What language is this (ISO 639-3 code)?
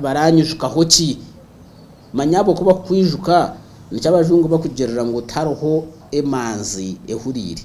nyn